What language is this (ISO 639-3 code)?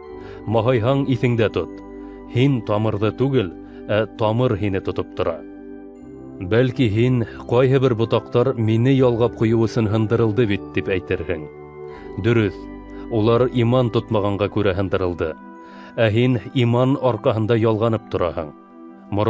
bak